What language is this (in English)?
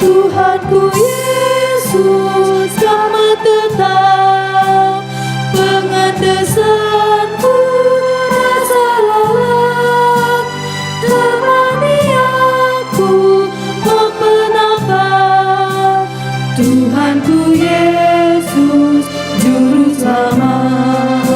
Batak Karo